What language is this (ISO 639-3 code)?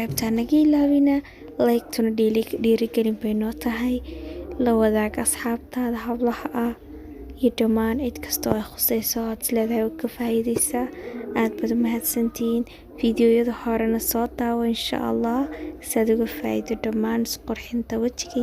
som